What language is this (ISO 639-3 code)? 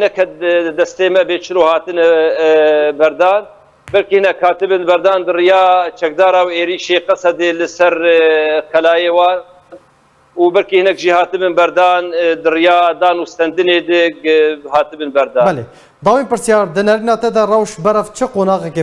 kur